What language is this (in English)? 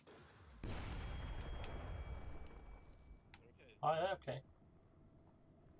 Swedish